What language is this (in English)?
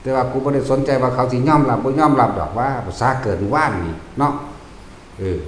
Lao